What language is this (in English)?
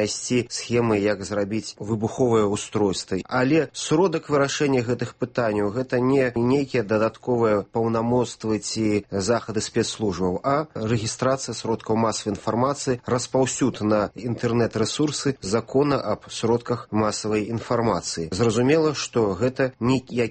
Belarusian